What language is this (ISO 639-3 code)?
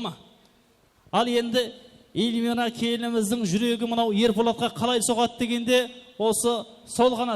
kaa